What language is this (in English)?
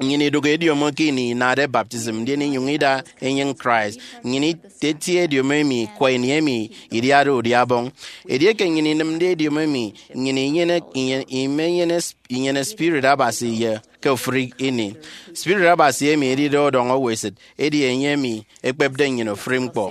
Efik